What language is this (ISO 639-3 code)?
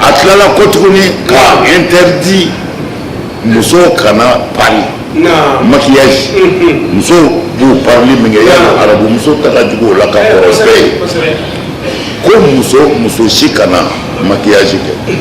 bam